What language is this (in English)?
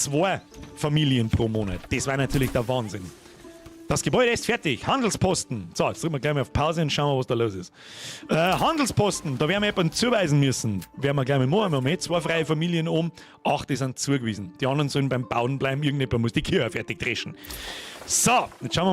Bavarian